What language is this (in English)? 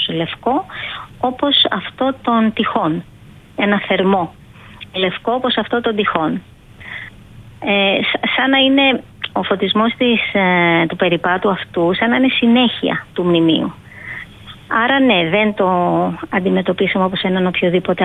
Greek